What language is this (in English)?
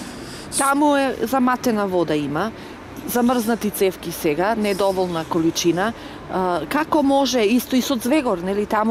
Macedonian